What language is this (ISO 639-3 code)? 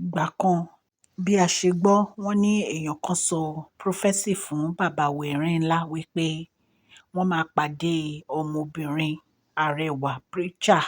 yor